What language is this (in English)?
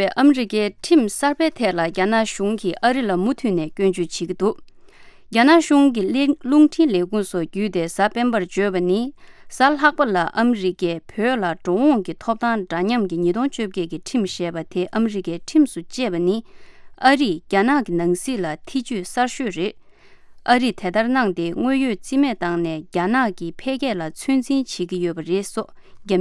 Tibetan